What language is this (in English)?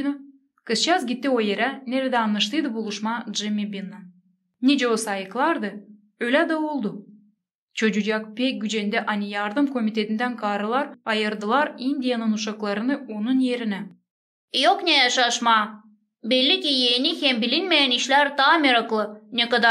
Gagauz